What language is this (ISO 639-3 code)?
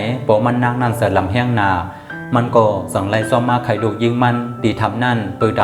shn